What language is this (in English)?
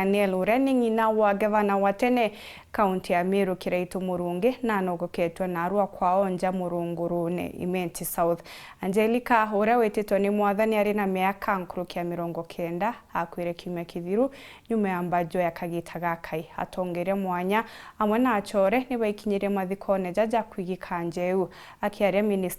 Meru